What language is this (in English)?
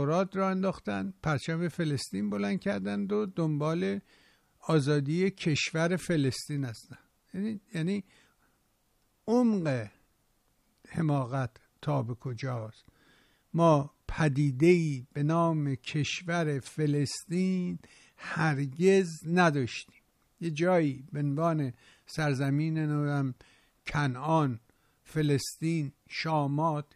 Persian